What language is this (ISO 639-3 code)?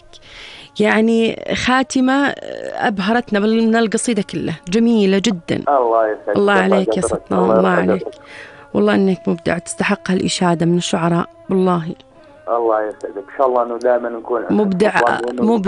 apc